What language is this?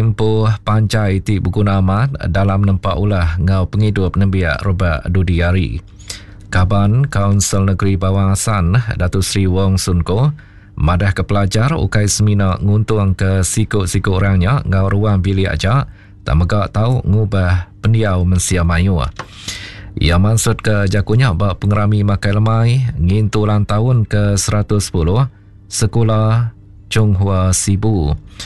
Iban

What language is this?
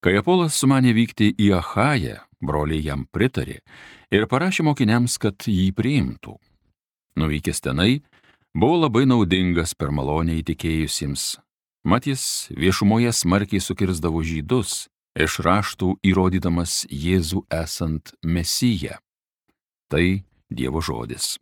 Lithuanian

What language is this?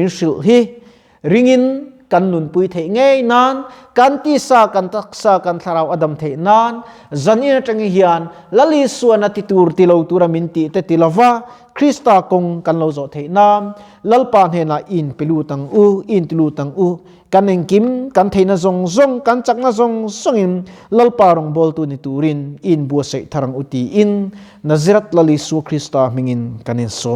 Mizo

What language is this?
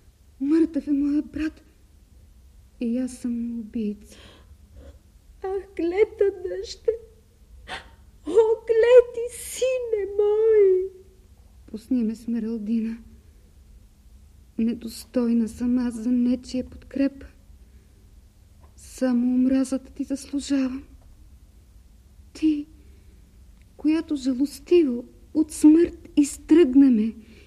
Bulgarian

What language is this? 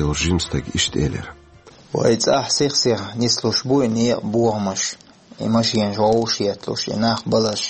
Chechen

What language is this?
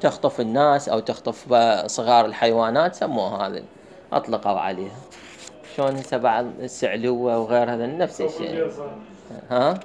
Mesopotamian Arabic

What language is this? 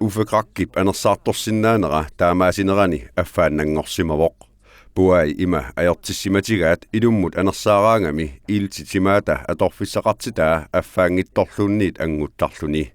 Kalaallisut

